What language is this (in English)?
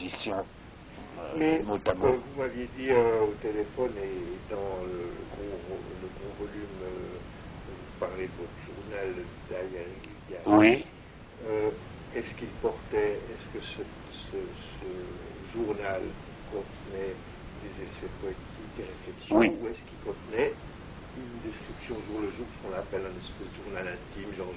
French